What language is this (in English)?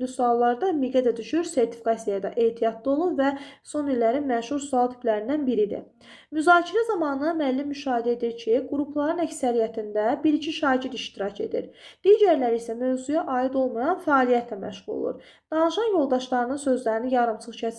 Azerbaijani